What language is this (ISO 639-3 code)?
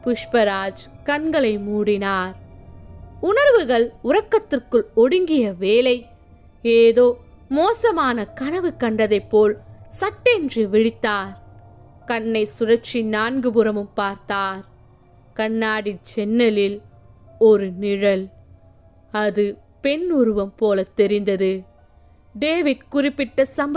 tam